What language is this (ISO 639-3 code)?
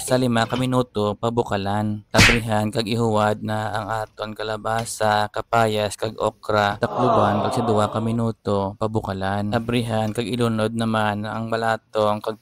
hil